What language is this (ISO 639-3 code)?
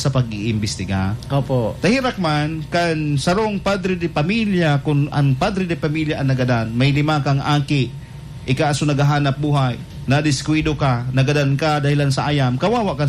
bik